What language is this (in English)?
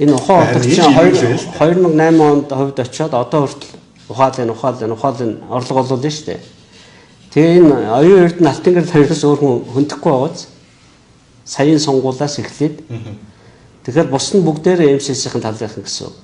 Mongolian